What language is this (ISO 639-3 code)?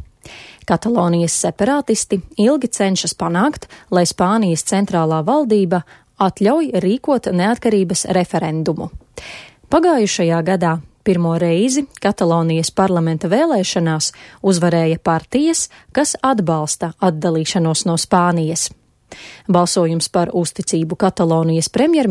lav